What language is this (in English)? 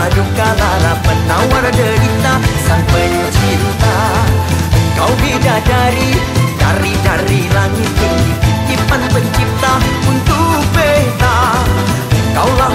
Malay